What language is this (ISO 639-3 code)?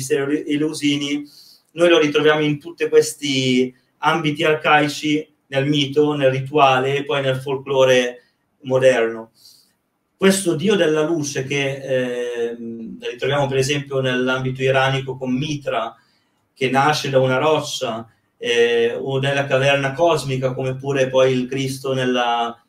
ita